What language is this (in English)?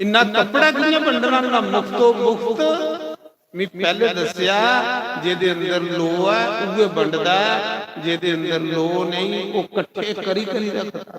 Dogri